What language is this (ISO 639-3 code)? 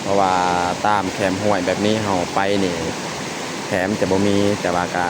lao